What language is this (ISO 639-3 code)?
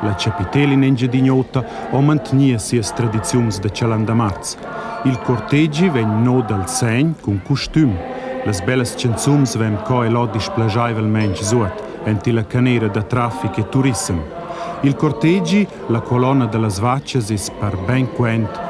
roh